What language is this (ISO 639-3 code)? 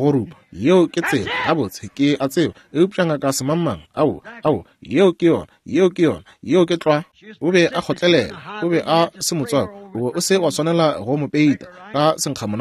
nso